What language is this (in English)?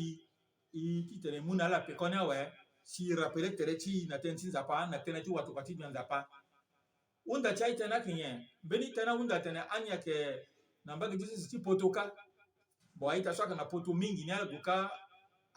Sango